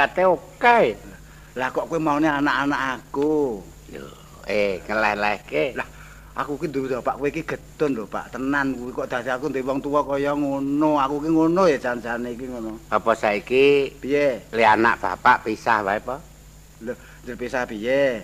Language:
Javanese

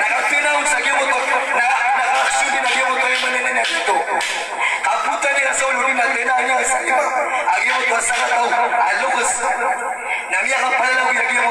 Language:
Maranao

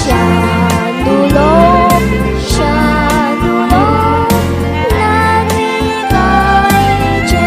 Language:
Konkani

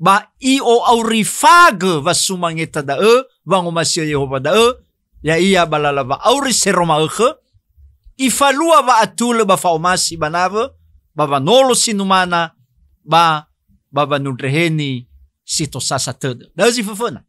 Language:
Nias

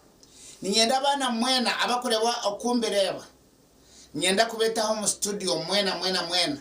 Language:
Nyankole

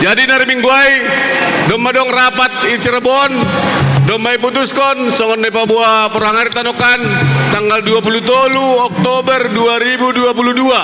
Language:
Batak Simalungun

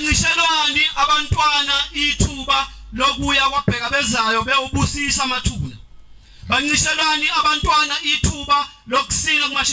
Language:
Zulu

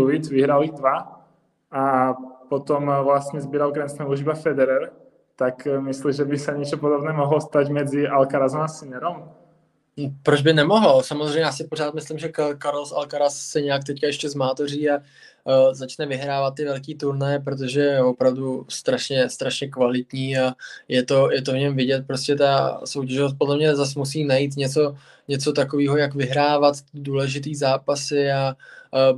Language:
Czech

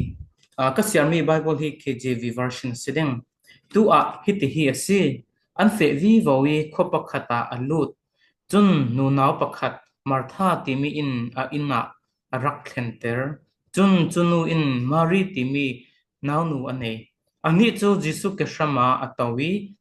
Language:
Falam Chin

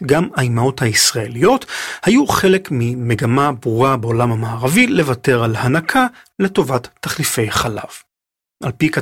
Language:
Hebrew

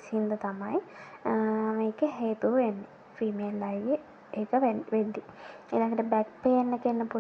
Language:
Sinhala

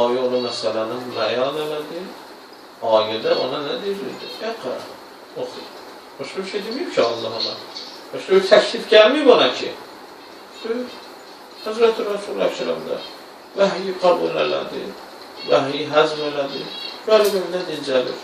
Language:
Azerbaijani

